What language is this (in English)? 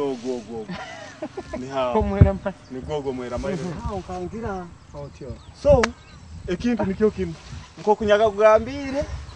Nyoro